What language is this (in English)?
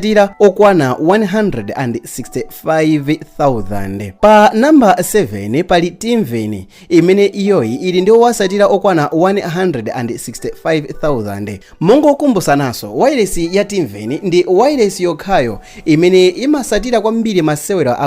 Nyanja